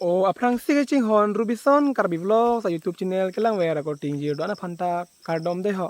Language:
Karbi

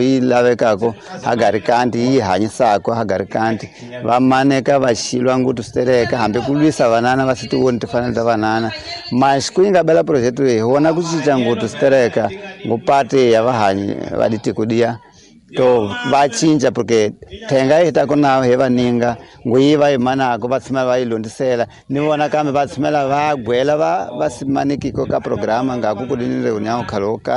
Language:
Tsonga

